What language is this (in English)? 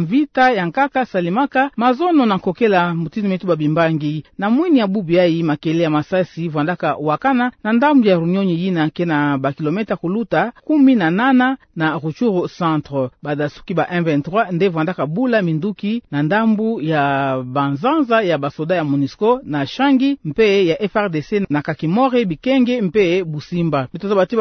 Kituba (Democratic Republic of Congo)